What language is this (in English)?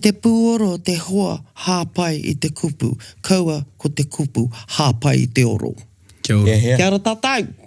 Māori